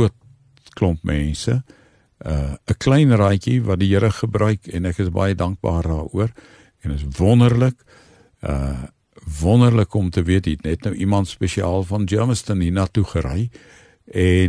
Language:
Afrikaans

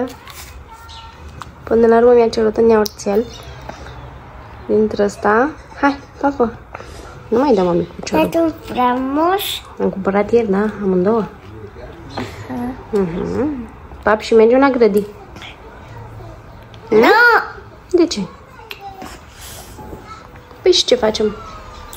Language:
Romanian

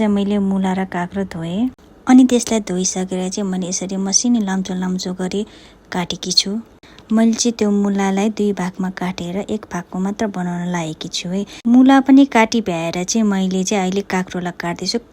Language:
Nepali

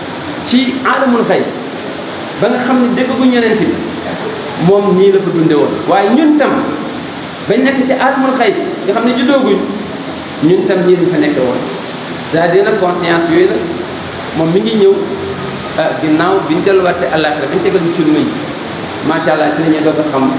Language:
Wolof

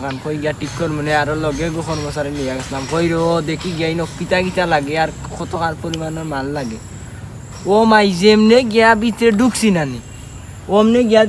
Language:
Sylheti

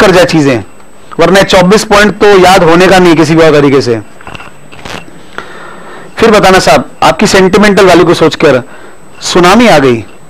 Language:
Hindi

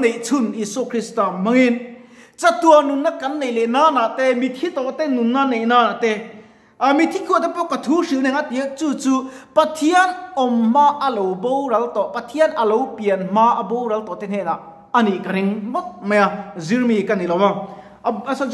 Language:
Mizo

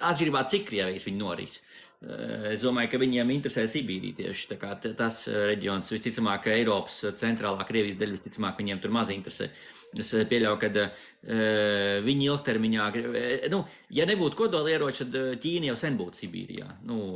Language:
Latvian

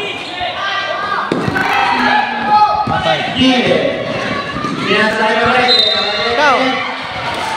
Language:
Filipino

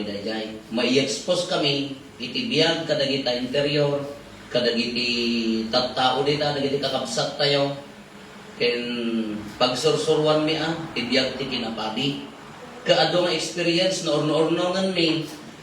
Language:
Iloko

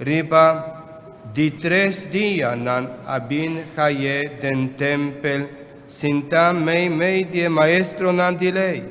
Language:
Papiamento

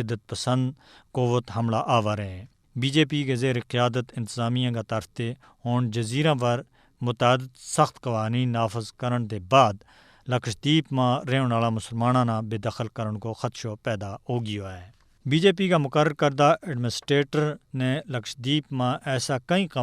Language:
Gujari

